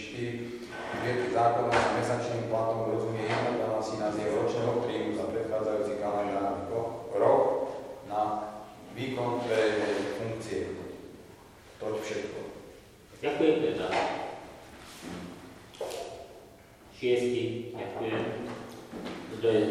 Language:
Slovak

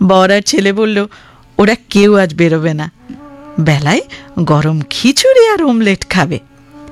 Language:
Bangla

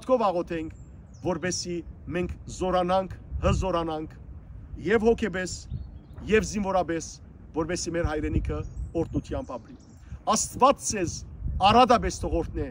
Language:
Western Armenian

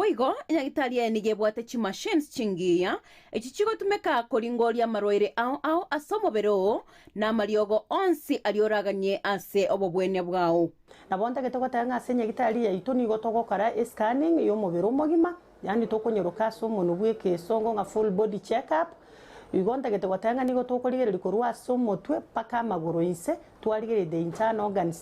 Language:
Gusii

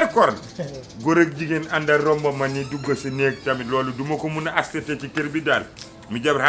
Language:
Wolof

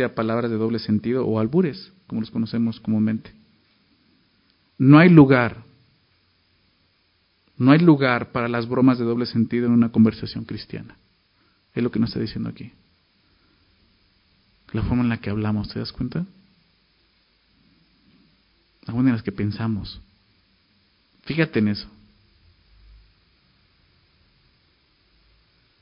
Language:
Spanish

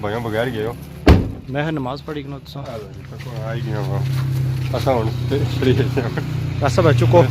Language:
Pahari-Potwari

